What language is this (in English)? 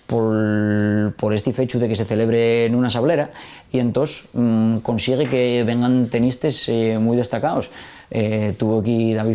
Asturian